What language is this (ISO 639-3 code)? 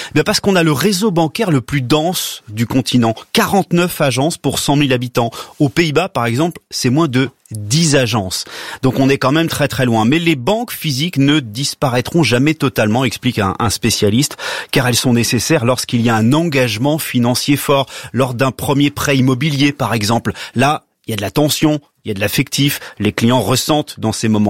fra